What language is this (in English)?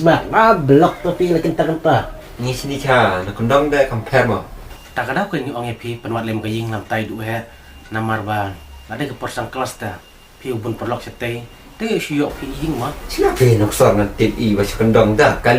Khasi